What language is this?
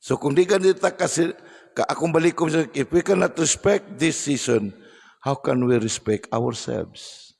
Cebuano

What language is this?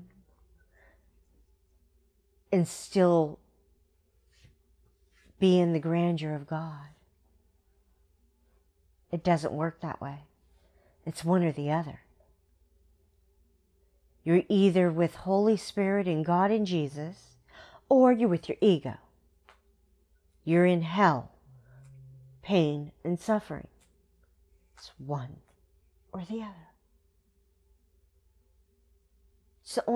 English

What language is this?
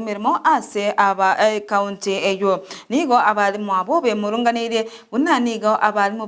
Gusii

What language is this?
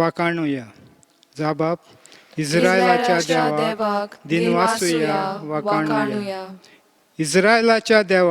Konkani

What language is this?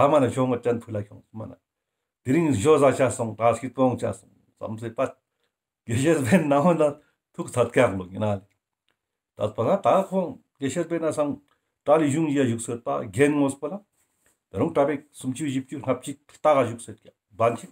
Ladakhi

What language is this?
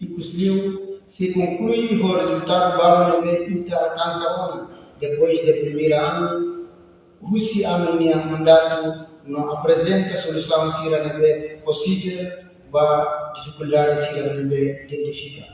Tetum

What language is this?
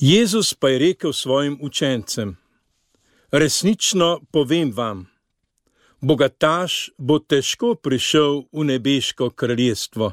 Slovenian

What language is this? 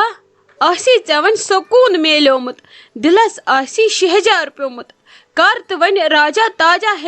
Kashmiri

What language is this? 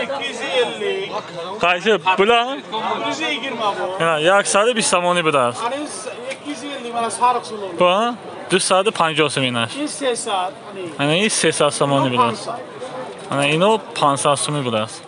Tajik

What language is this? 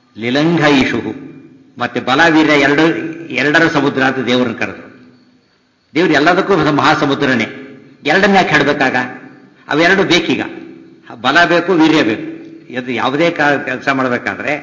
Kannada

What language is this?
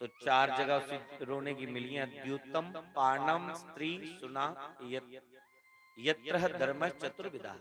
Dogri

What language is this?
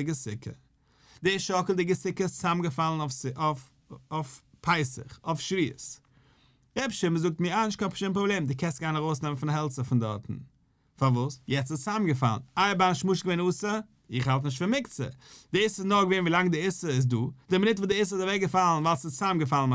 Yiddish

